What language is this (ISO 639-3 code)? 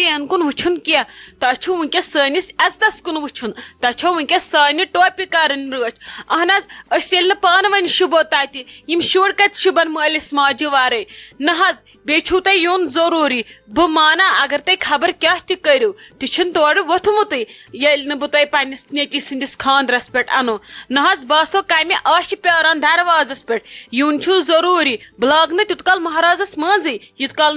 kas